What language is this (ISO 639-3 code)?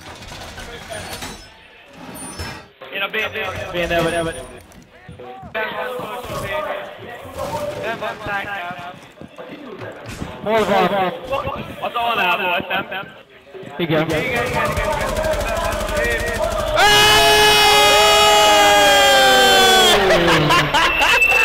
hun